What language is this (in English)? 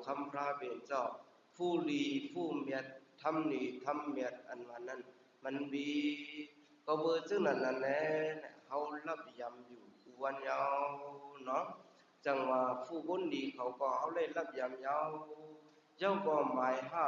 Shan